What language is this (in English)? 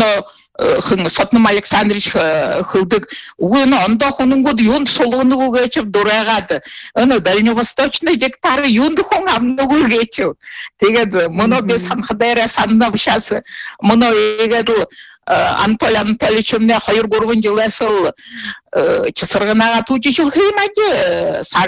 Buriat